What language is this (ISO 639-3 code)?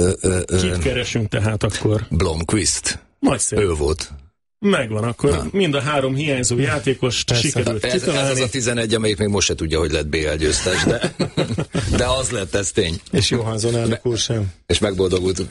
hun